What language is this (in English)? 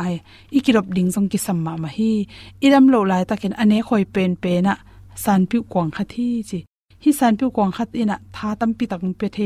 Tedim Chin